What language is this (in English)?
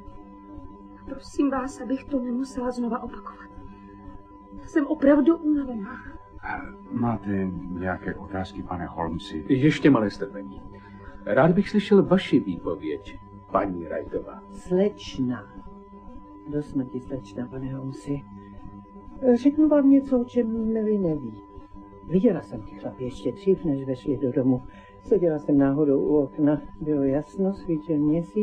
Czech